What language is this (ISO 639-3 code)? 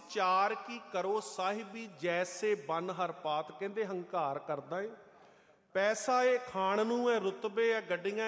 pan